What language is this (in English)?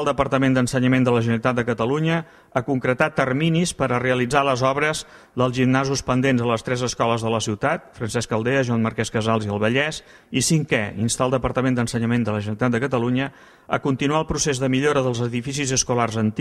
Catalan